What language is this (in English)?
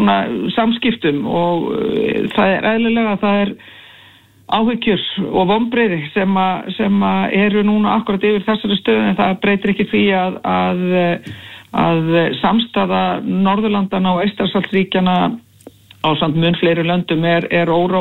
Icelandic